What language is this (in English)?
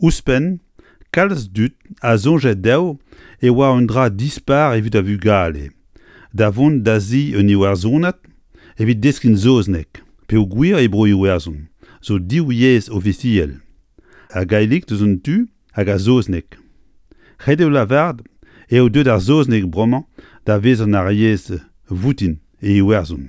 Breton